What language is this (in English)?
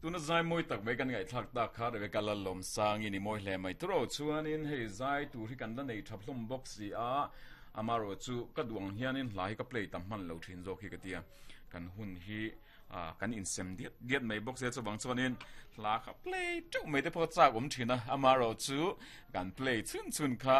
Mizo